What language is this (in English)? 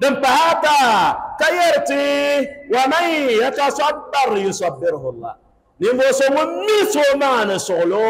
Dagbani